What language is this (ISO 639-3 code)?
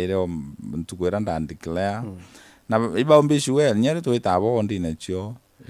mer